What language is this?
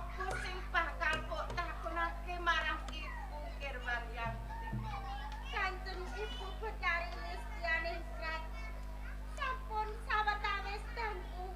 Javanese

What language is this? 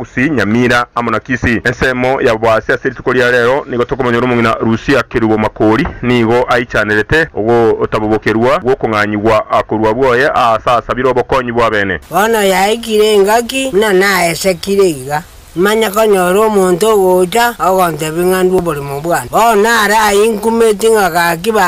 Gusii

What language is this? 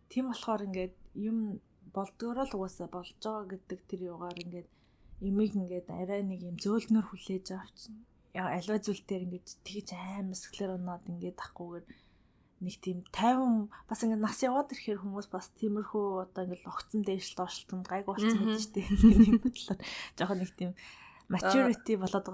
Mongolian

